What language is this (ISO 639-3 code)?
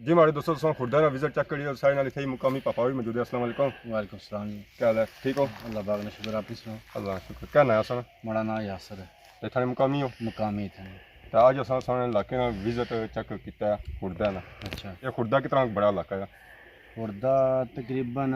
phr